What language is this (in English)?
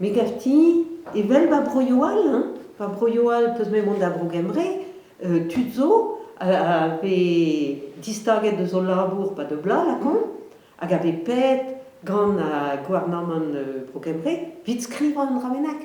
Breton